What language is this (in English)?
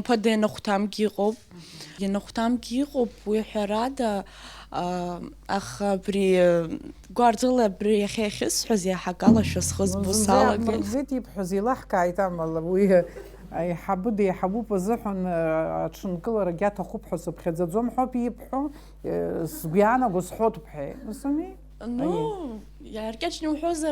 Abkhazian